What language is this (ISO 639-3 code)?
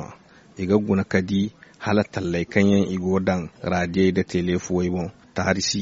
dje